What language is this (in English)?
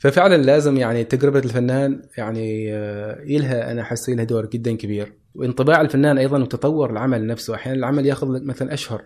Gulf Arabic